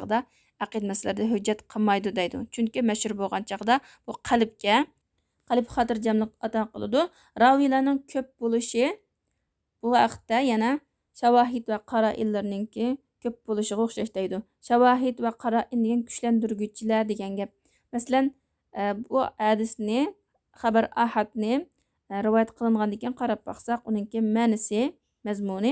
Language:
Uyghur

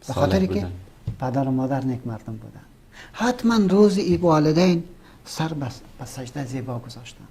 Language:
Persian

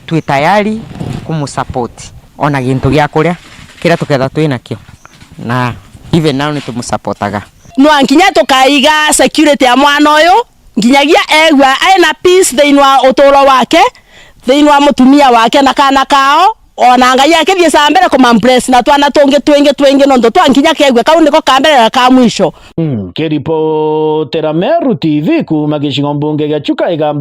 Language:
Meru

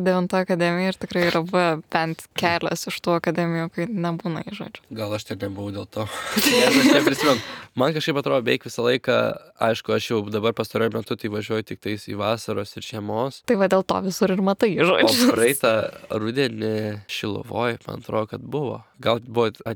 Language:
Lithuanian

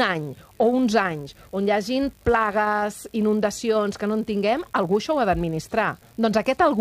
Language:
Catalan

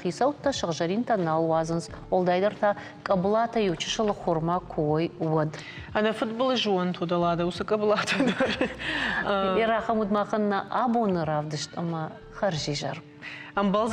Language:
Ossetic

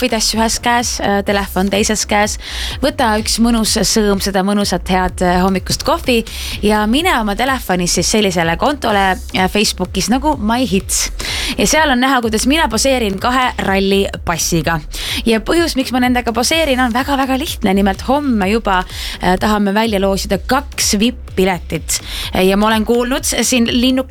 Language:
Estonian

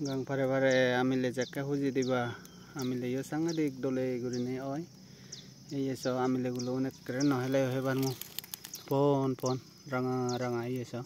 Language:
Chakma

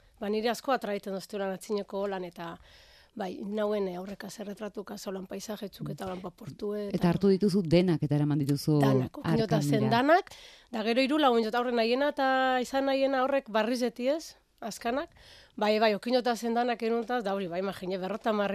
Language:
Basque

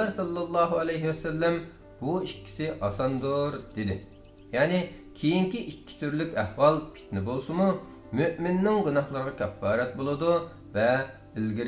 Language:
Uyghur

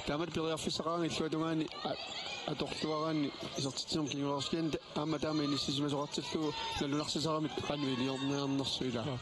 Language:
Kalaallisut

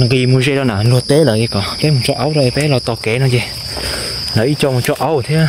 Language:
Hmong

